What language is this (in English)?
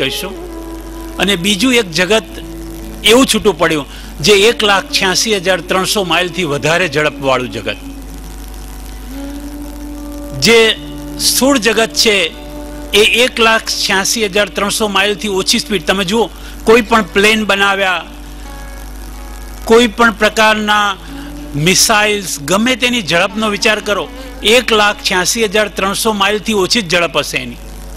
Gujarati